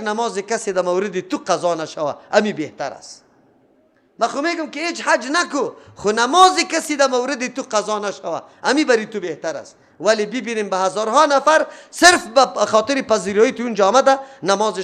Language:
Persian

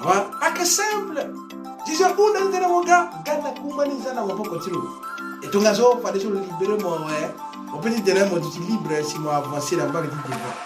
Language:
Sango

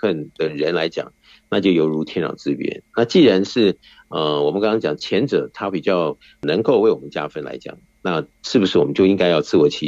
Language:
Chinese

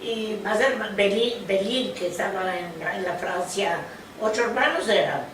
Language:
Ladino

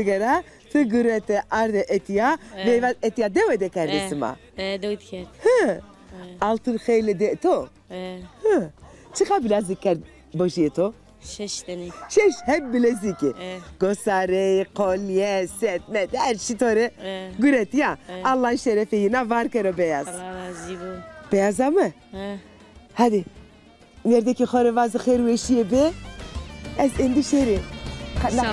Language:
Zaza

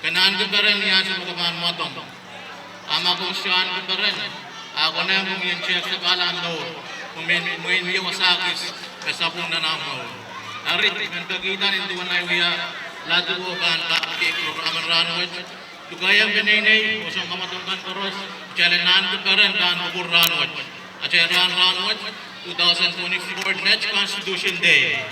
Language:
Pohnpeian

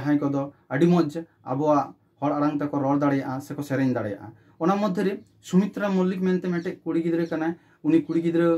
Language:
Santali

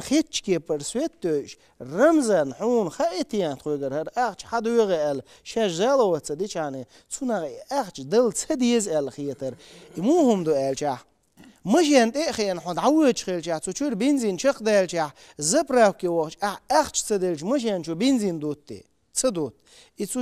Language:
Chechen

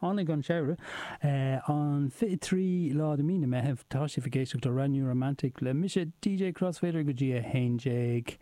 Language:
Irish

